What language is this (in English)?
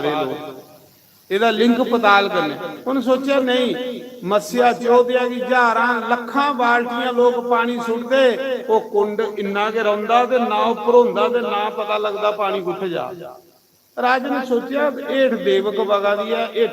Dogri